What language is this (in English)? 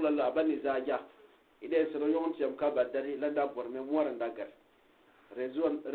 Gourmanchéma